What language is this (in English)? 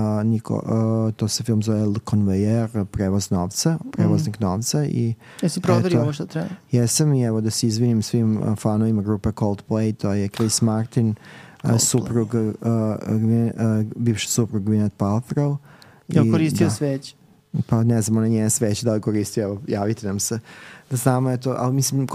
Serbian